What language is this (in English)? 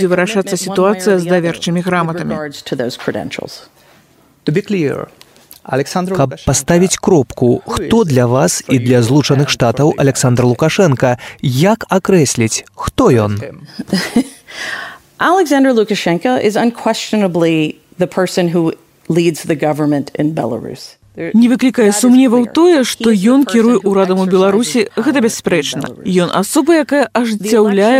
Belarusian